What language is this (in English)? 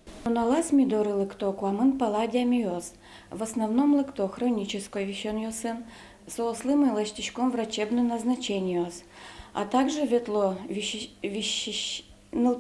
Udmurt